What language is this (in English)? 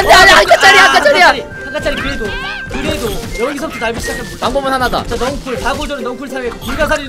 Korean